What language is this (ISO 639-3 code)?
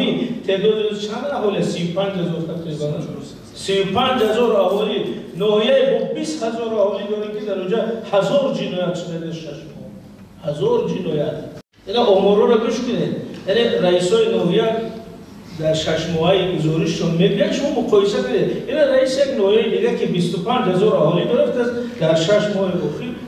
tgk